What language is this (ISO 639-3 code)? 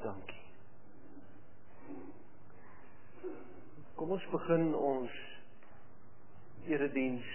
afr